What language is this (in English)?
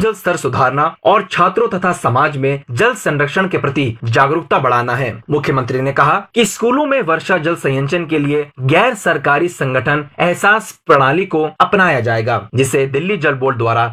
Hindi